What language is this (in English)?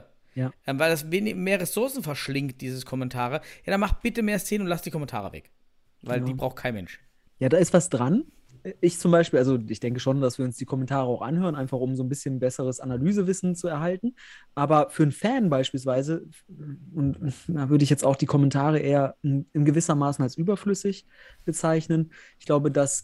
German